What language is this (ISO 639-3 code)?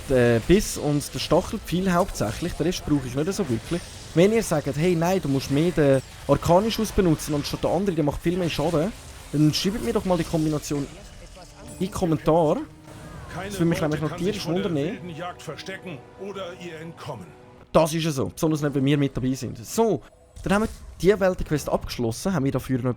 gsw